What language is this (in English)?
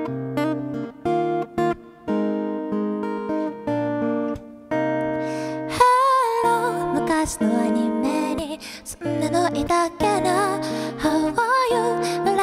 Japanese